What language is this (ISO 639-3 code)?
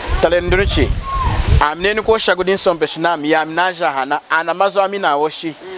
lun